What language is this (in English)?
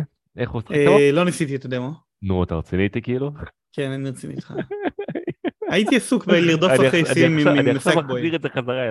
Hebrew